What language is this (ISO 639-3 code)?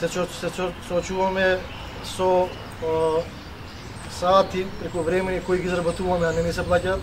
mkd